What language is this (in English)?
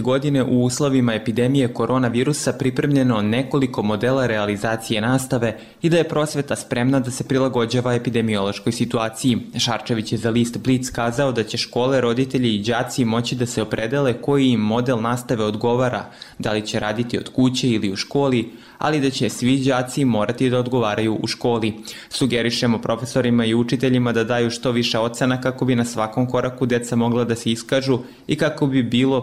Serbian